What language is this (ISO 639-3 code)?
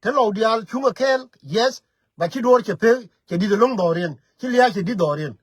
nus